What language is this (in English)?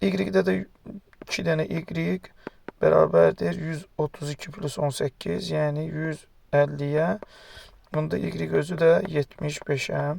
Azerbaijani